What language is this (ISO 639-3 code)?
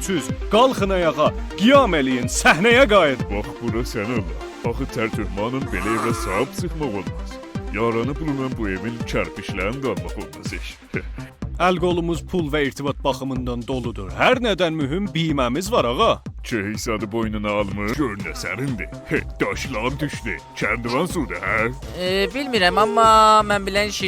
azb